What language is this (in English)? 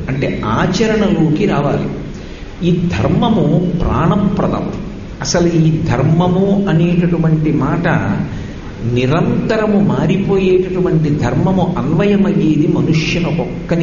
Telugu